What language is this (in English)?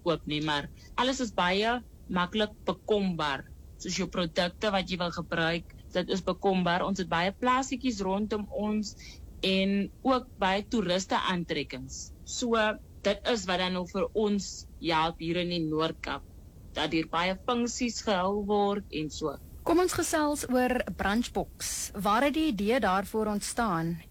Afrikaans